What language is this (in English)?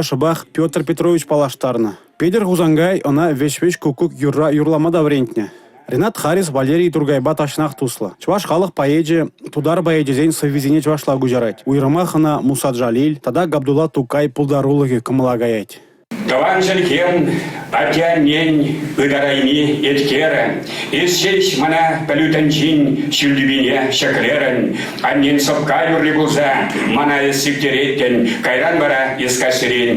Chuvash